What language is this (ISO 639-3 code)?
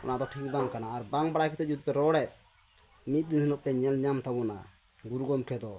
sat